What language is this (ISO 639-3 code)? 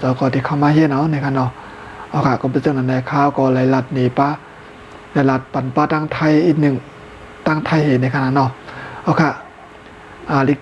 shn